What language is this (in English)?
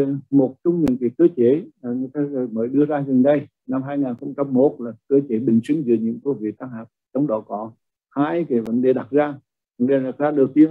Vietnamese